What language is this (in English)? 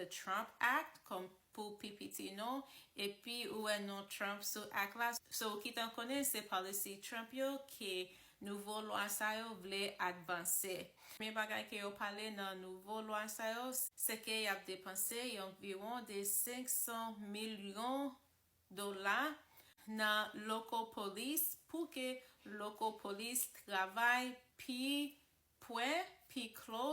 Haitian Creole